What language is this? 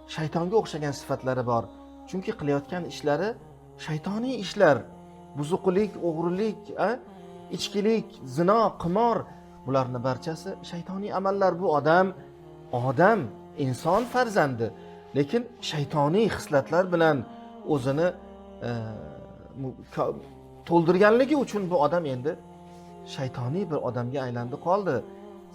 Uzbek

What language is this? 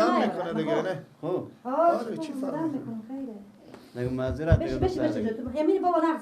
Persian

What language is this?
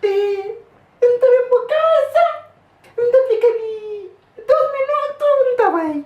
Kabuverdianu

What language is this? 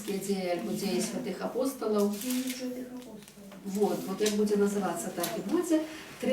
Belarusian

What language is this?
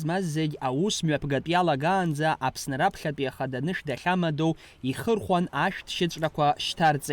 Abkhazian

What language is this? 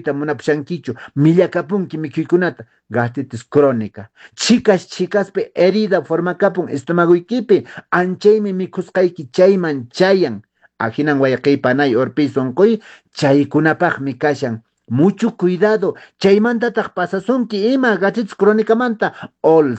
Quechua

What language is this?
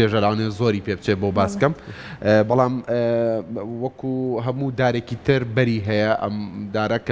Central Kurdish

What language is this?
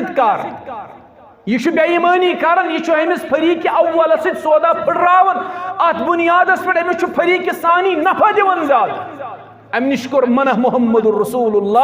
Kashmiri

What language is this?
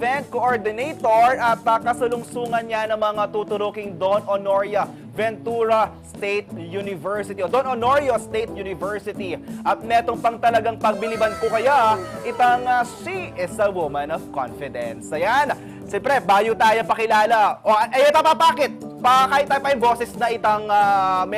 Pampanga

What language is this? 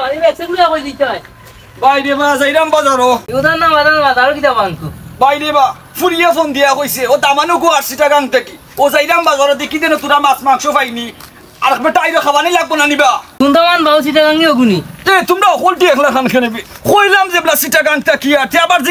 Sylheti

